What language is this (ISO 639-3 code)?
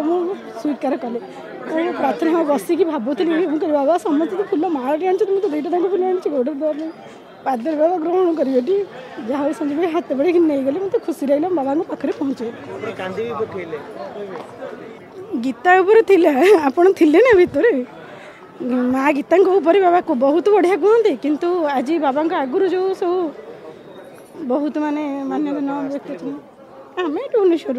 ori